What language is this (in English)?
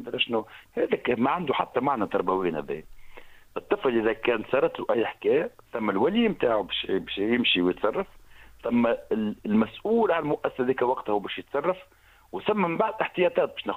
Tunisian Arabic